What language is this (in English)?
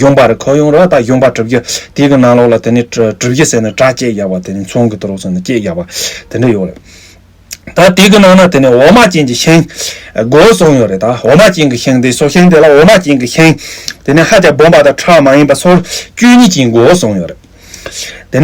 Tibetan